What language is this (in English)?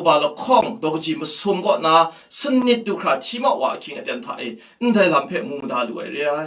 Kachin